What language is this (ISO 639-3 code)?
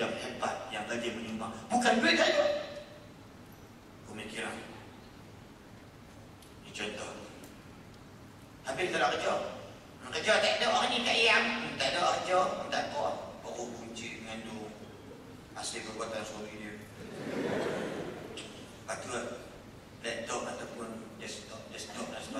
msa